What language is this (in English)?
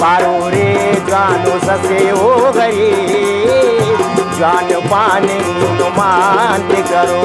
Brahui